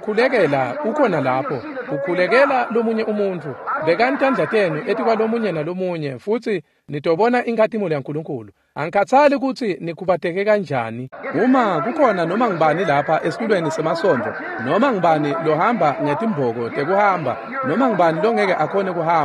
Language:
Swati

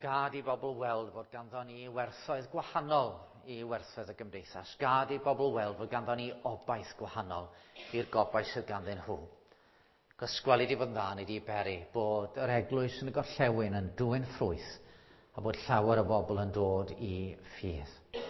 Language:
Welsh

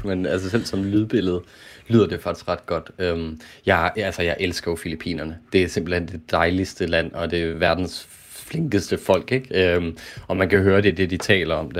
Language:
Danish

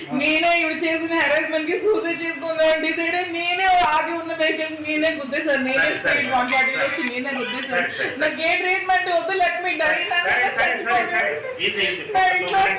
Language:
Telugu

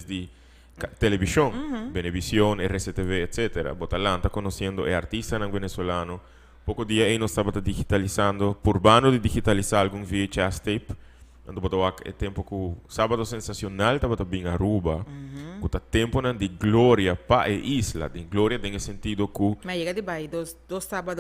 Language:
Papiamento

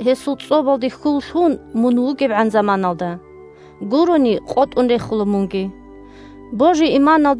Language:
Avaric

